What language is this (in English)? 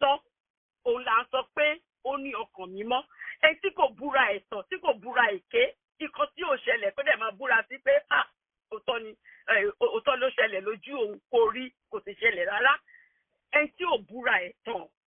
Yoruba